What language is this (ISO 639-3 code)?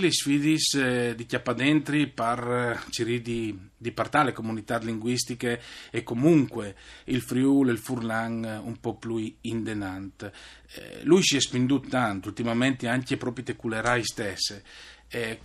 fur